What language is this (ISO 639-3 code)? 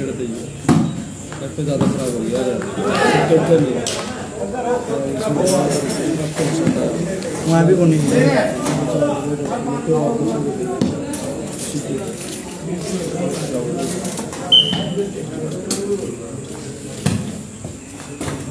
hin